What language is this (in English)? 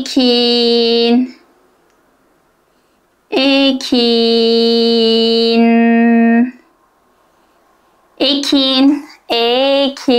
Turkish